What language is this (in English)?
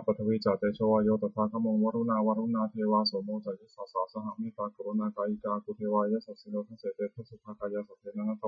Pali